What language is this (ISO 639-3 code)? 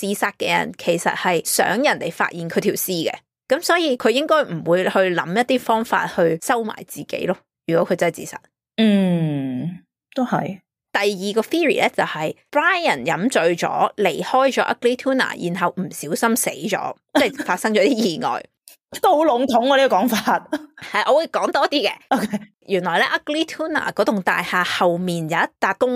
yue